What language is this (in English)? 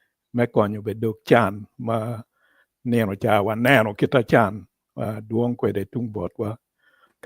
Acoli